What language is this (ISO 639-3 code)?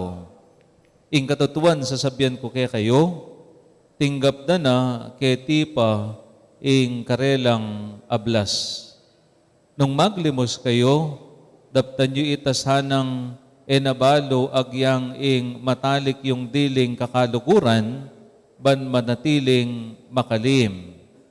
pam